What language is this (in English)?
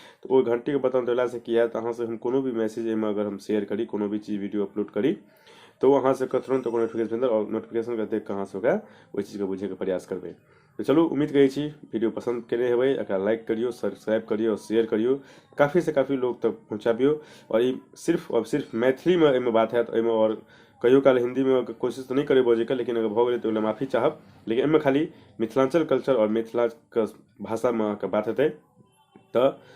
Maithili